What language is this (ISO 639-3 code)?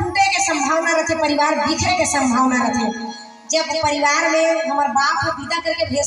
hne